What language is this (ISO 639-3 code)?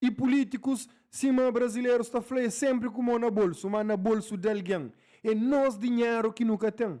kea